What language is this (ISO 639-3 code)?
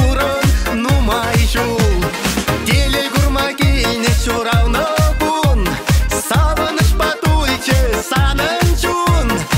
chv